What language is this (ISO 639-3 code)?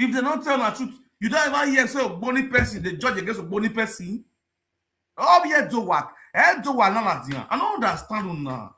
pcm